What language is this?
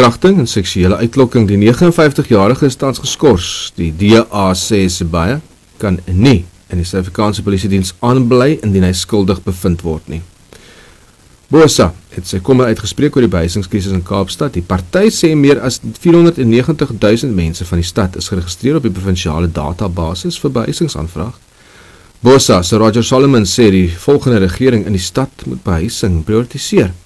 Afrikaans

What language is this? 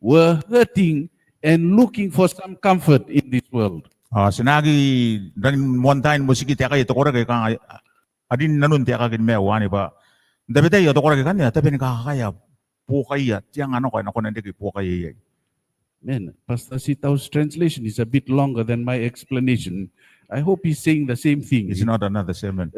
Gilbertese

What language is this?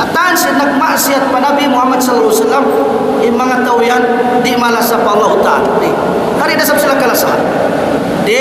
Tausug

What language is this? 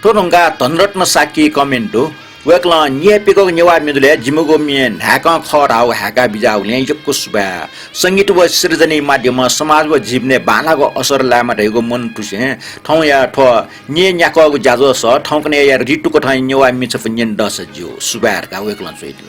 Newari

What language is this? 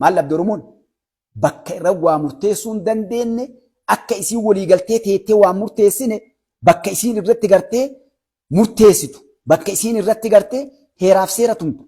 Oromo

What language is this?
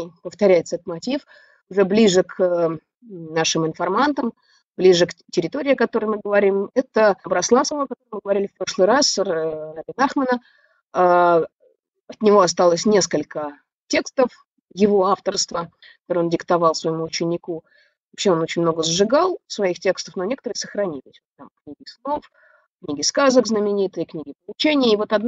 Russian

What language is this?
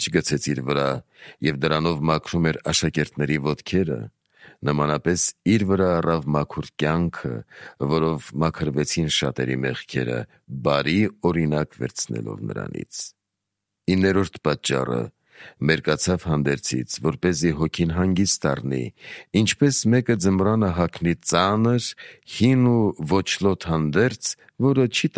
Armenian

